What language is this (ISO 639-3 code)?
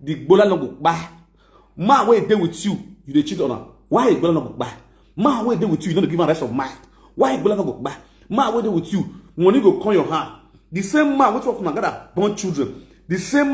pcm